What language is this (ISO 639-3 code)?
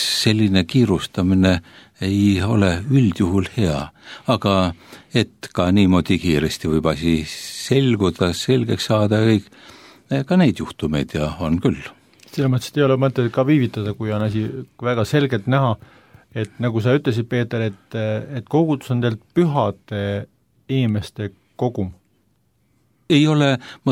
est